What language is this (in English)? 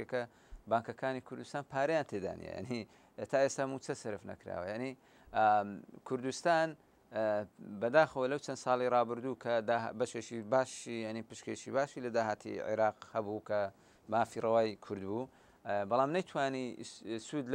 Central Kurdish